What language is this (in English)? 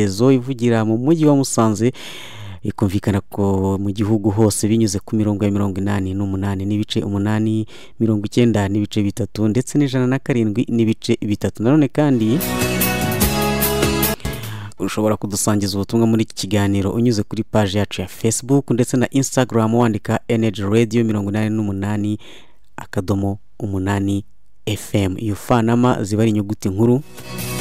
Kinyarwanda